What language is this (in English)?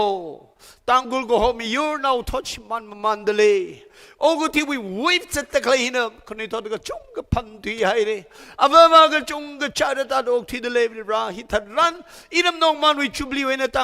Tangkhul Naga (India)